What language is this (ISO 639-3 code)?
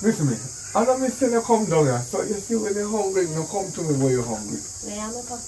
jam